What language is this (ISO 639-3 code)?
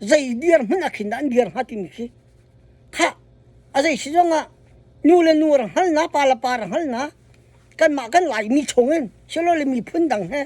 cnh